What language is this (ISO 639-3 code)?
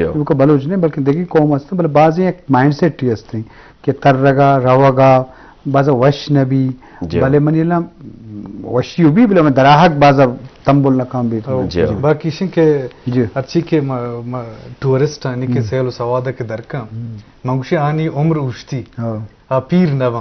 bgp